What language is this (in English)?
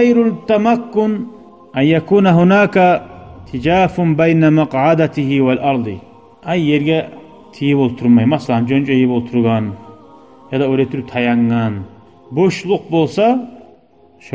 Kumyk